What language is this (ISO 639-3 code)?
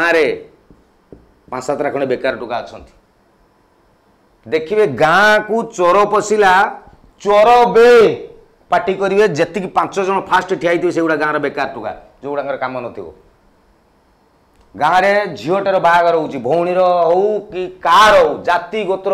ori